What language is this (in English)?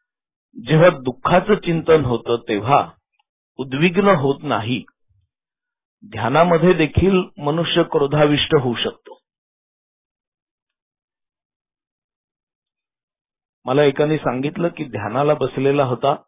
Marathi